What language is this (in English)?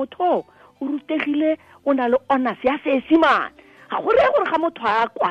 Tswana